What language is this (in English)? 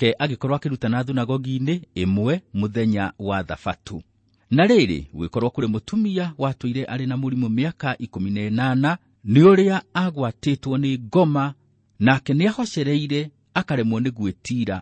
Kikuyu